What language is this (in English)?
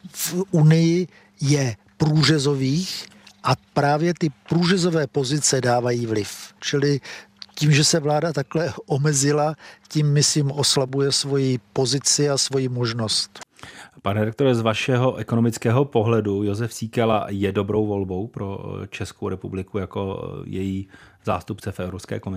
Czech